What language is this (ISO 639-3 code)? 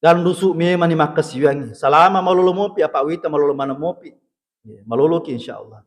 bug